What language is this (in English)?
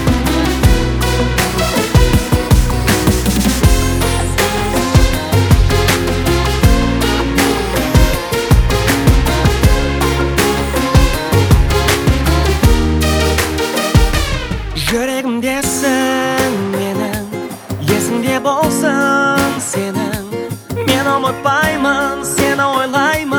Kazakh